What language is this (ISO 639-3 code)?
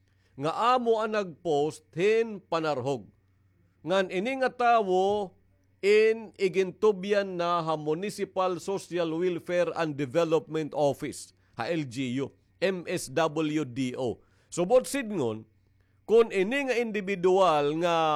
war